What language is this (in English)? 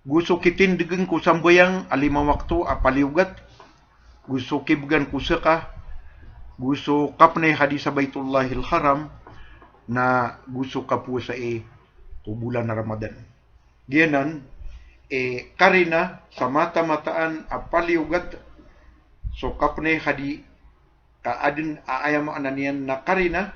Maranao